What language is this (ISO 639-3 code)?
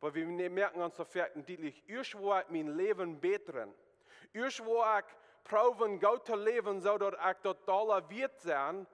pdt